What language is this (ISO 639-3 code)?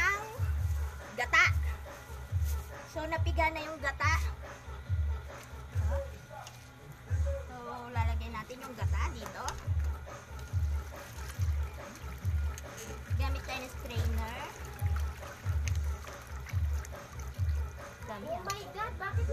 fil